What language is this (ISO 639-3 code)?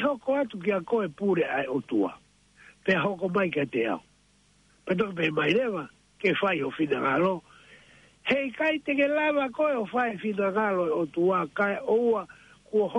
ton